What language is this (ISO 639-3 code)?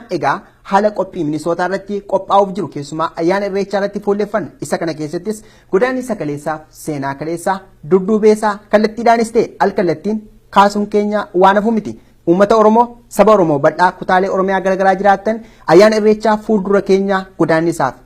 orm